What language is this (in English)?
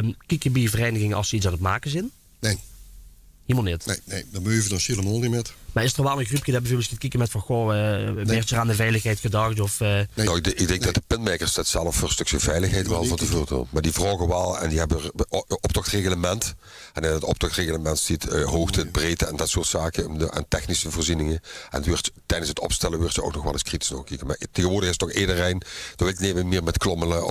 Limburgish